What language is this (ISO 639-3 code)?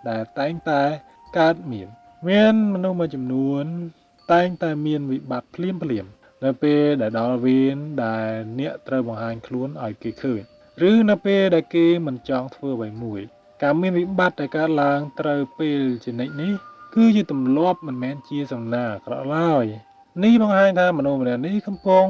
khm